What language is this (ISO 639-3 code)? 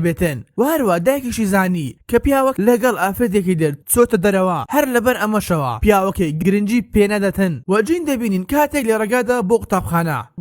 ckb